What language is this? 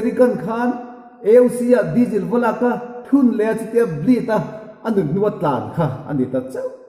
Mizo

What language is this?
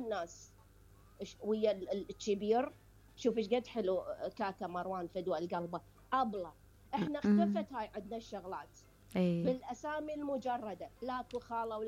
Mesopotamian Arabic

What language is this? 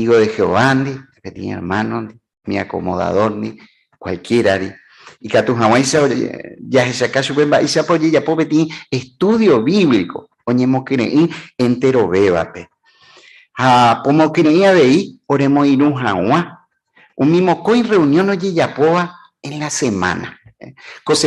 Guarani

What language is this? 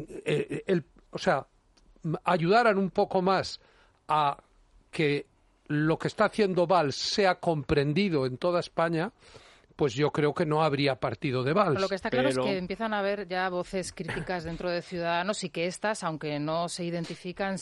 Spanish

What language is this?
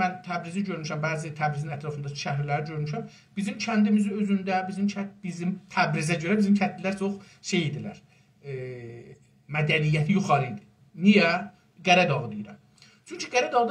South Azerbaijani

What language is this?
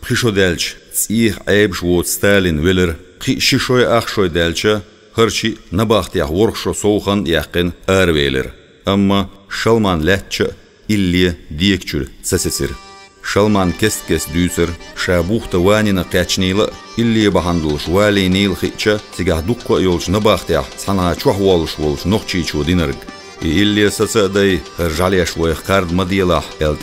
Chechen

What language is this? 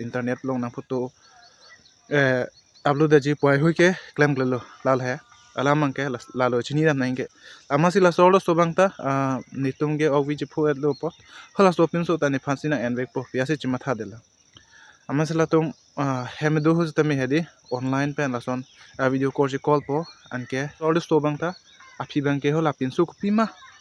Karbi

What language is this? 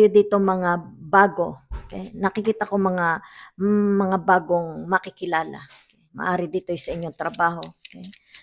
Filipino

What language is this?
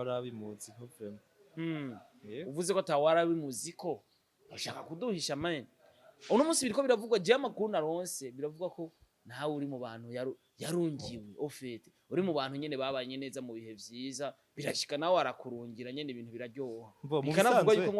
Rundi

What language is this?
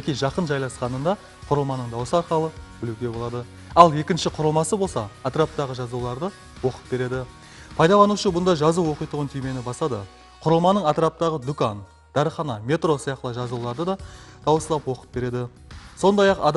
Kara-Kalpak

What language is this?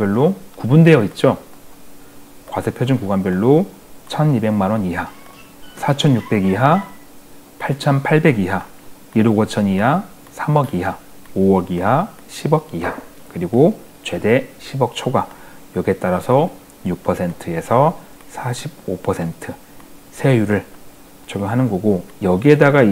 Korean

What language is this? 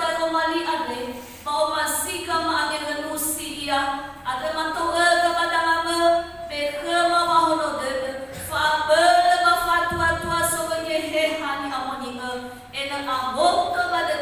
Nias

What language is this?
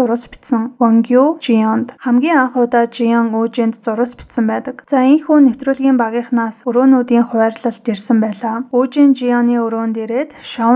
Mongolian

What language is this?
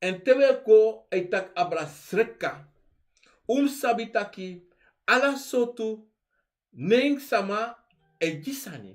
Sranan Tongo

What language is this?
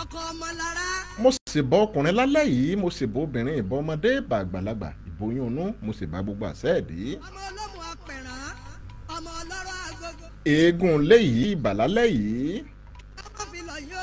Yoruba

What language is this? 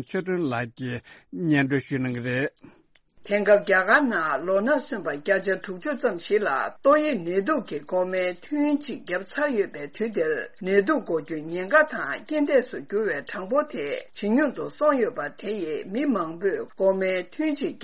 Tibetan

